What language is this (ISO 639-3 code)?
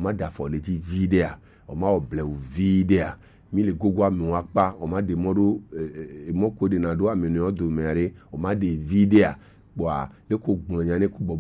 gej